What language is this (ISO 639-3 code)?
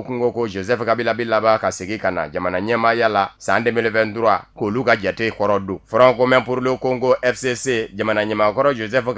bam